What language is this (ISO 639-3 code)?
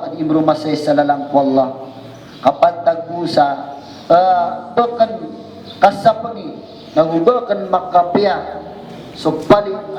mrw